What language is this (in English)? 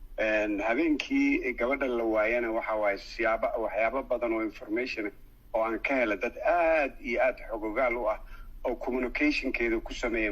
Somali